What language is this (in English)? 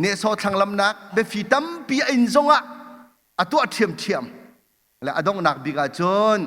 Hakha Chin